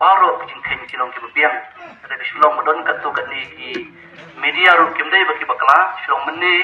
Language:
Khasi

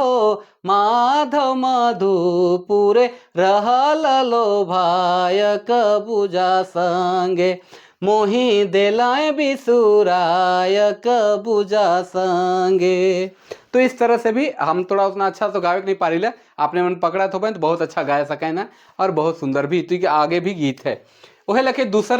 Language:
Sadri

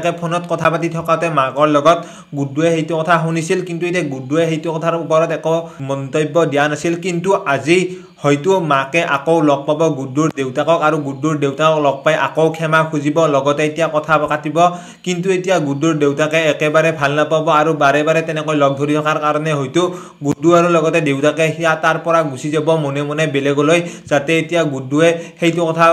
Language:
Assamese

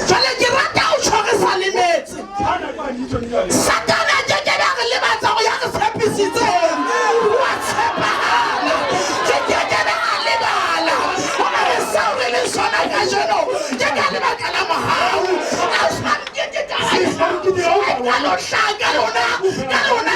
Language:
Southern Sotho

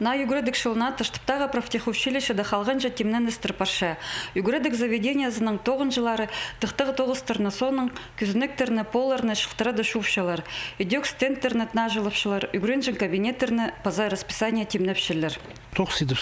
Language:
Khakas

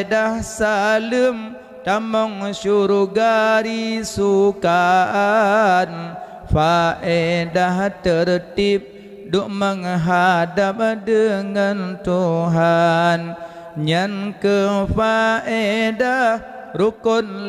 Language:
Achinese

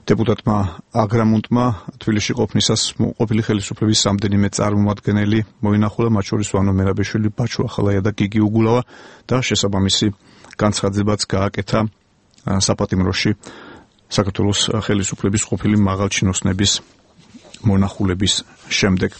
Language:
Georgian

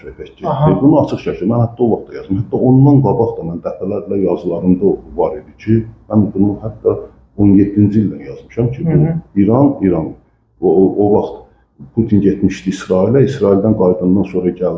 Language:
Azerbaijani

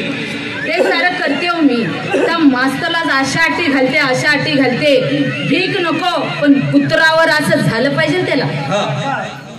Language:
Marathi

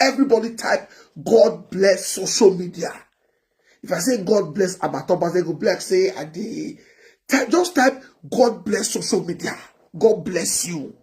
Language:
Nigerian Pidgin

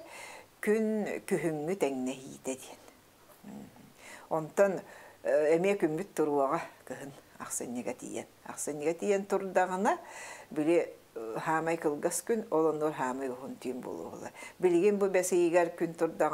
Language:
Yakut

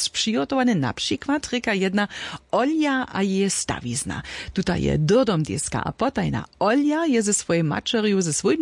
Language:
Upper Sorbian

